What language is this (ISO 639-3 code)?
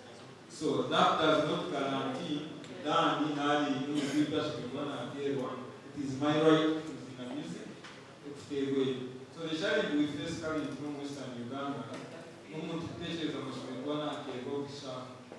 nyn